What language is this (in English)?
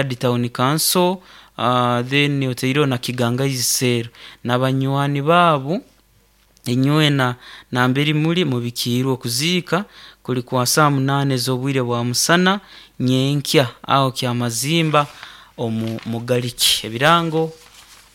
Nyoro